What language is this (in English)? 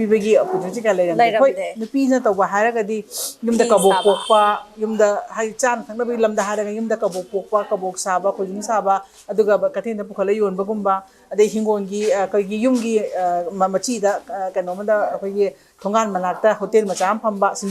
Manipuri